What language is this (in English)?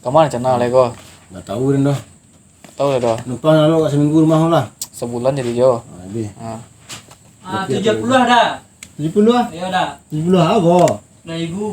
Minangkabau